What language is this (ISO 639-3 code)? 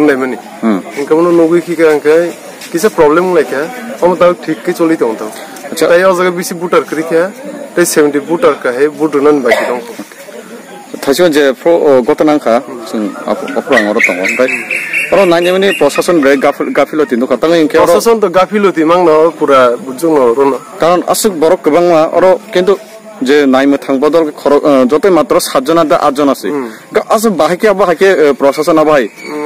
trp